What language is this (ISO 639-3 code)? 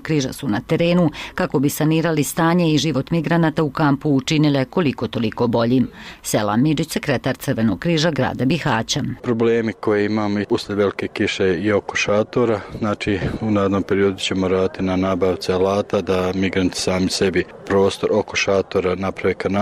bos